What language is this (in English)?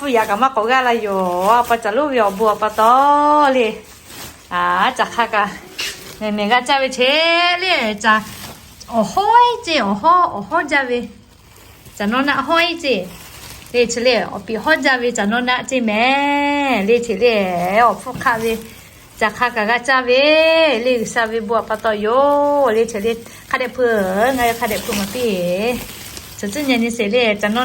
Lahu